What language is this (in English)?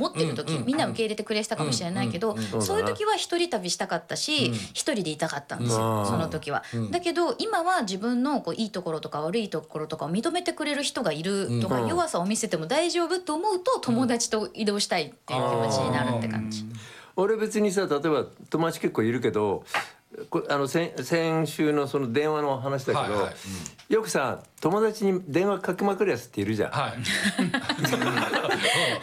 Japanese